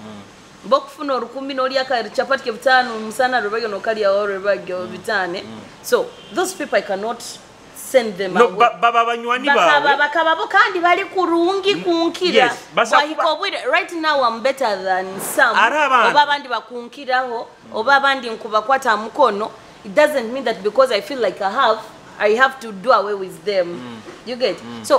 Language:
Nyoro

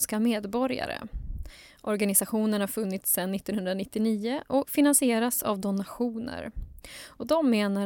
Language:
Swedish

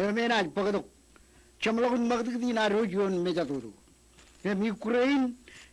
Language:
Marshallese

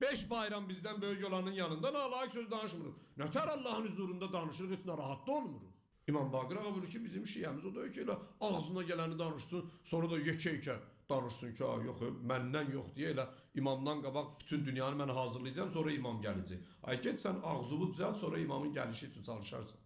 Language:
Azerbaijani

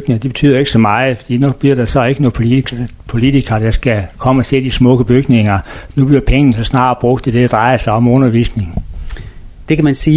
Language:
Danish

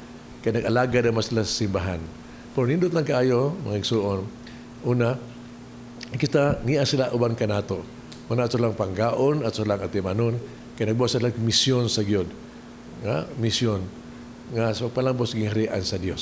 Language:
Cebuano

